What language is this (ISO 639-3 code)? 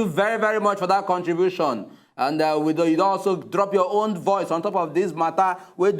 pcm